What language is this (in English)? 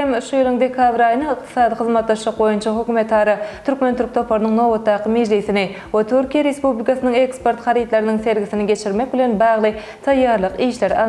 Turkmen